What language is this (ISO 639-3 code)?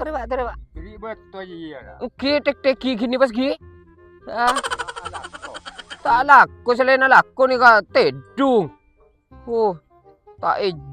mad